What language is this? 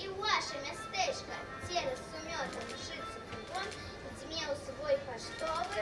Belarusian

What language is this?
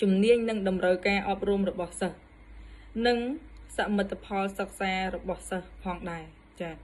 Khmer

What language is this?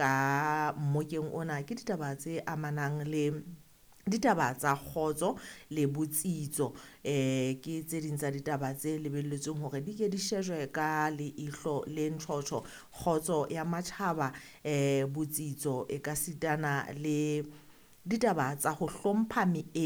Southern Sotho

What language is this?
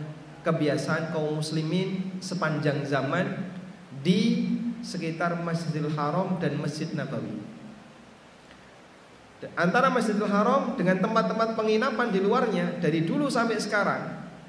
Indonesian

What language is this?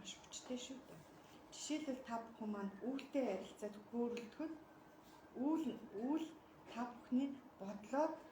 Mongolian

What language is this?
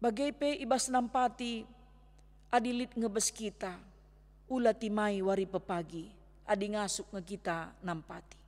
Batak Karo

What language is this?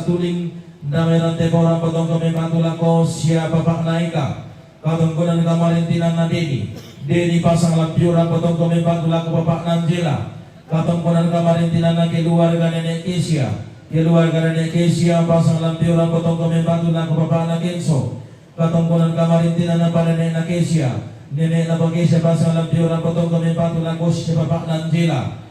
Toraja-Sa'dan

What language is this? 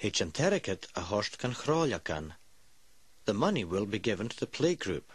Scottish Gaelic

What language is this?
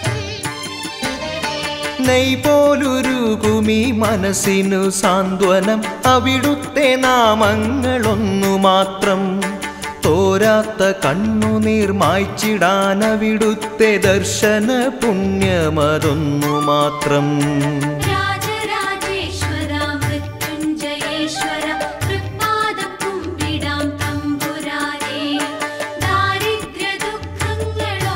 Malayalam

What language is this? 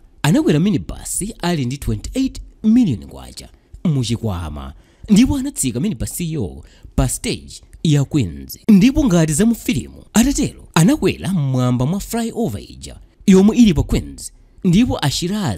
Nyanja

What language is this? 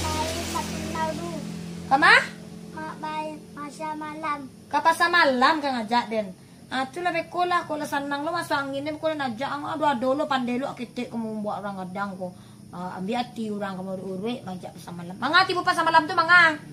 Minangkabau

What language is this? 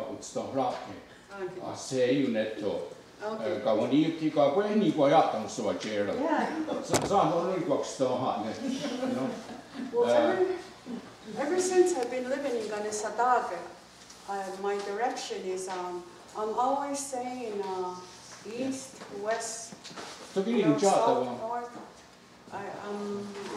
Mohawk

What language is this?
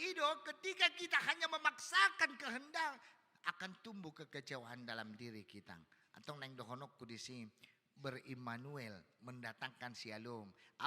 Batak Toba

